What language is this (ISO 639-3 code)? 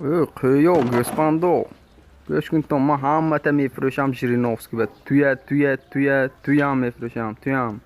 tgk